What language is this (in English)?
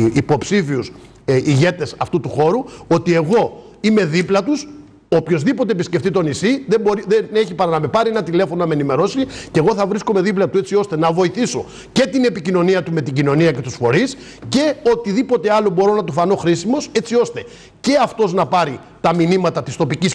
Greek